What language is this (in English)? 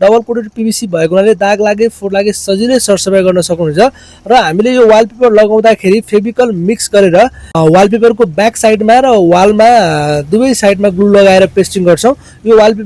Nepali